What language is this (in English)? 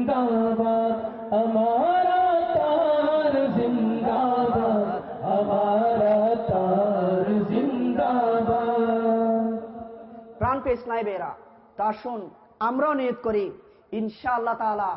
Bangla